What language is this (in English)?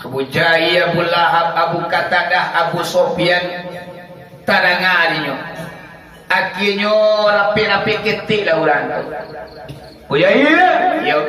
Minangkabau